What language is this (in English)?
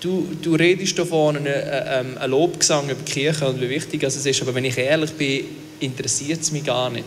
Swiss German